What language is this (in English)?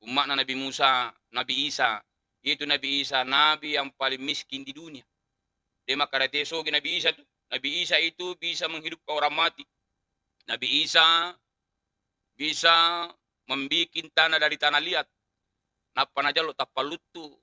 Buginese